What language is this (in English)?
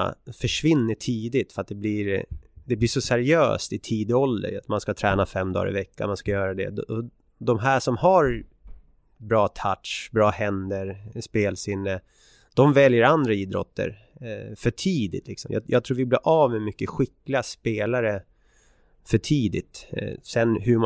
Swedish